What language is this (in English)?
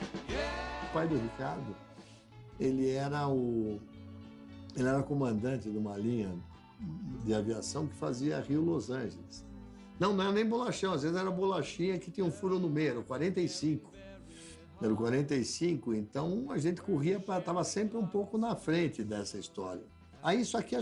Portuguese